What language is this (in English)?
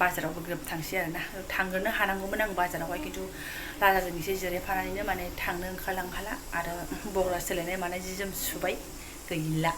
Bodo